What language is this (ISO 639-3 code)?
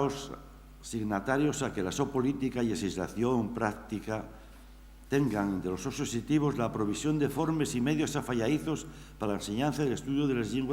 ast